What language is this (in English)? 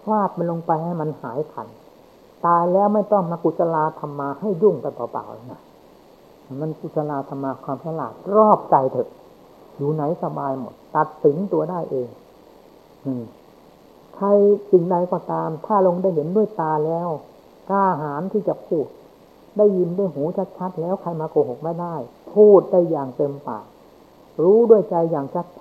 Thai